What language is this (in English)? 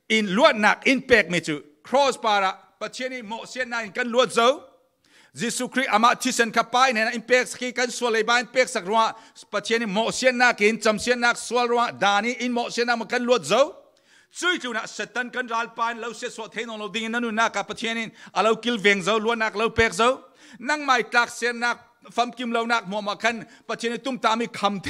Falam Chin